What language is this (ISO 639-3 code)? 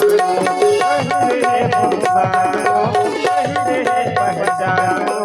hne